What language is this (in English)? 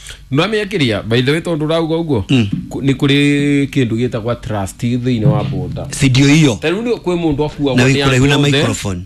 Kikuyu